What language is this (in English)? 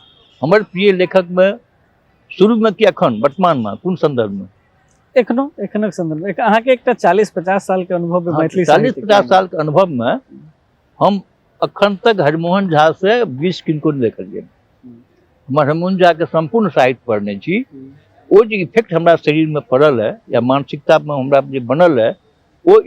Maithili